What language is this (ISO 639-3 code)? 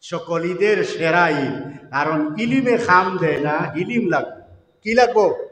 syl